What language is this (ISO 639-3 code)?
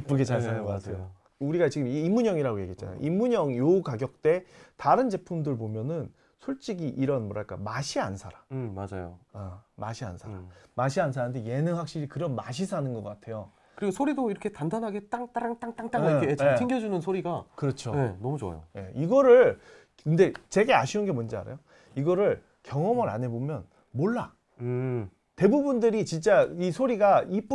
kor